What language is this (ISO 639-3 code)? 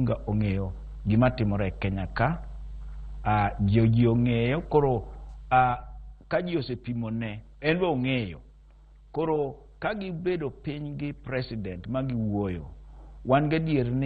luo